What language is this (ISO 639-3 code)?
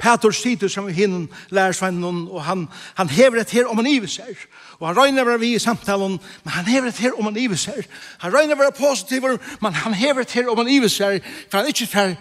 fao